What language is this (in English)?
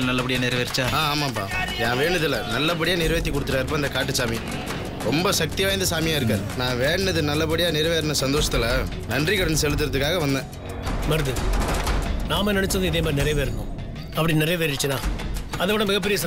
Tamil